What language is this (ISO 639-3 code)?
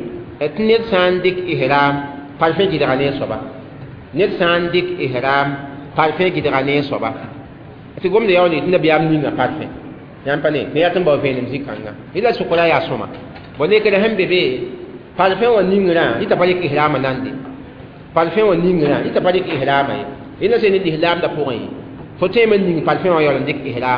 mos